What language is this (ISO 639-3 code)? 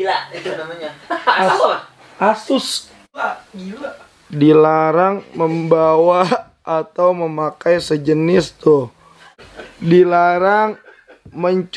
bew